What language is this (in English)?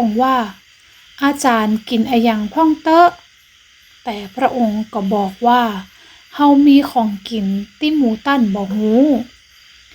Northern Thai